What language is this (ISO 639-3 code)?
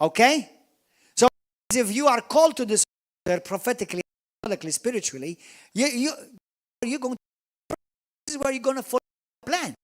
eng